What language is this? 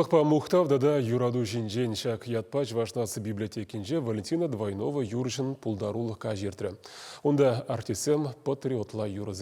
Chuvash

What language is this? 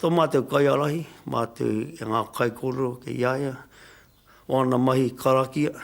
Māori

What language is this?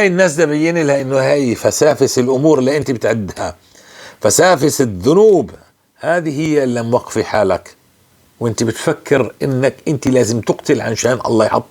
North Levantine Arabic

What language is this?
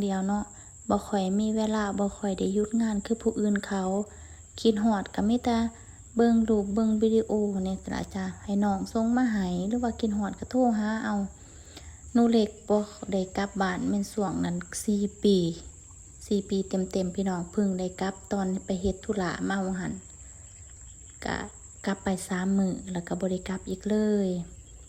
Lao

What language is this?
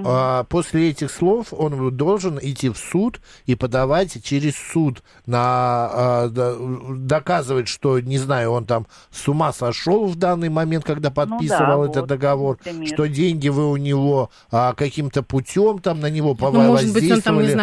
Russian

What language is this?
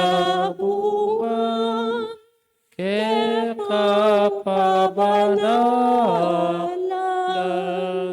Pampanga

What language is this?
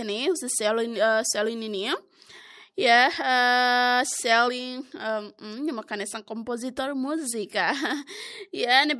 Tetum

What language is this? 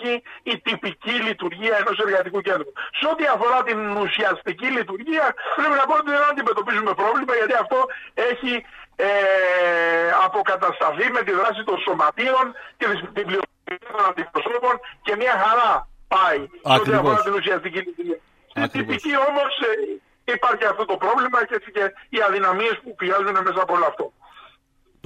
Greek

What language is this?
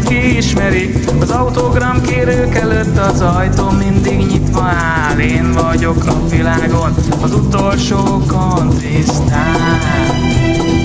Hungarian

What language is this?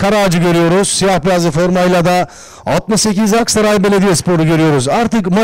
Turkish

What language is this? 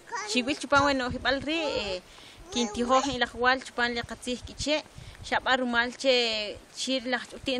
Kʼicheʼ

